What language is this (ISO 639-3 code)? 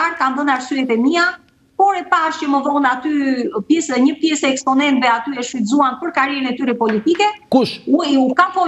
sqi